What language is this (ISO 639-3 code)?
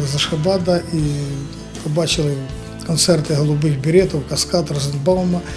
ukr